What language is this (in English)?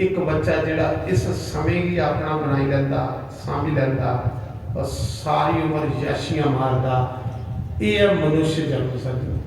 Dogri